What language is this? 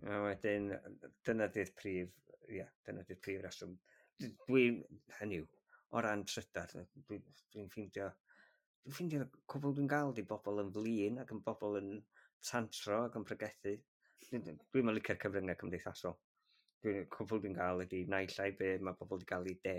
Welsh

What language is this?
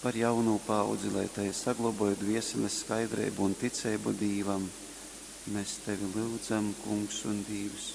Latgalian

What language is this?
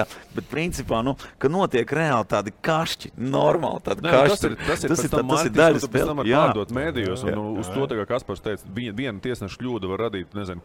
Latvian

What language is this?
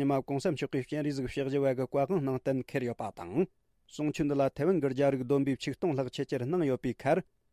Tibetan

